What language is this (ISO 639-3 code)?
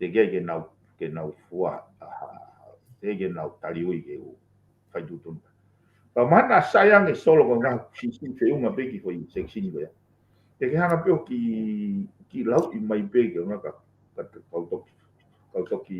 ton